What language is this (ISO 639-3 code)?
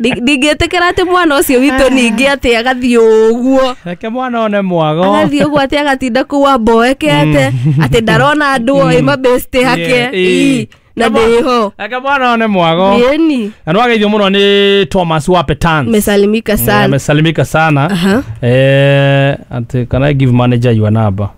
kik